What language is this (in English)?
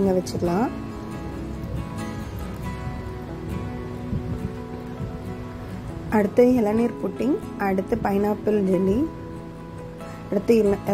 Tamil